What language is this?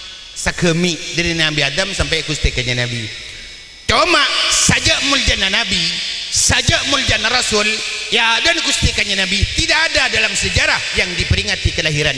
Madurese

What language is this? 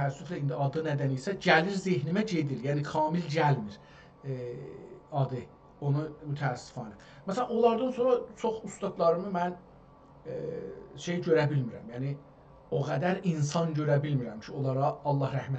South Azerbaijani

